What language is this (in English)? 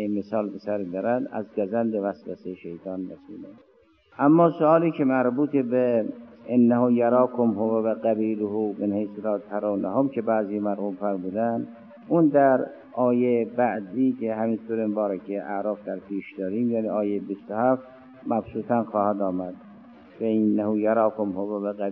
Persian